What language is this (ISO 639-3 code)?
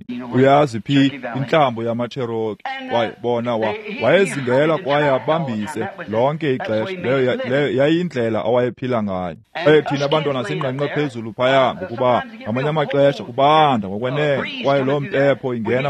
xho